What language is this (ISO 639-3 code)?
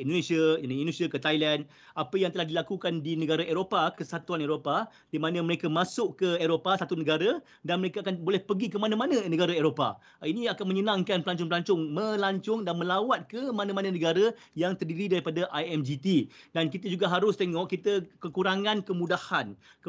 msa